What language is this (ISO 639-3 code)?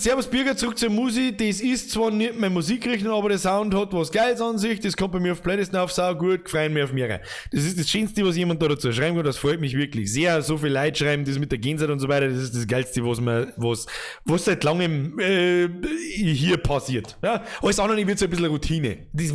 bar